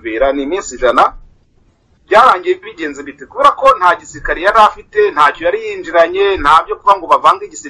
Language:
Kinyarwanda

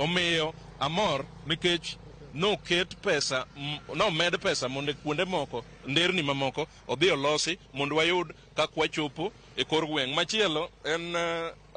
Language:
Luo (Kenya and Tanzania)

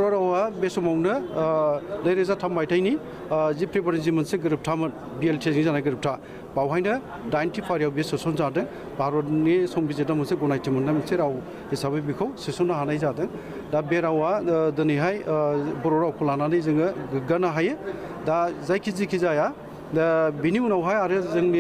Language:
Bodo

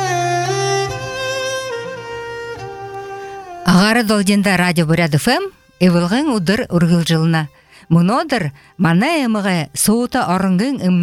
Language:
Buriat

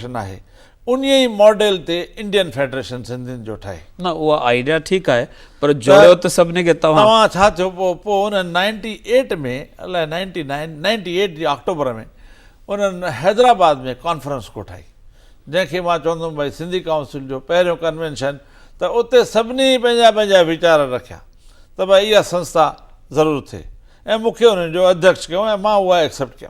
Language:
Sindhi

